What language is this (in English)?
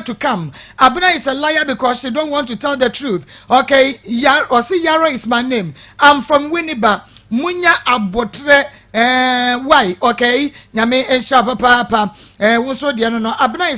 Akan